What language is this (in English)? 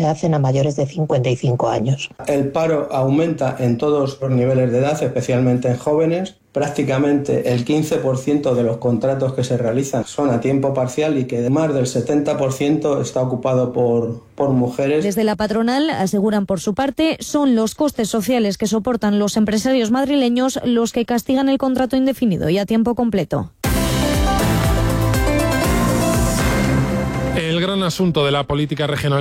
Spanish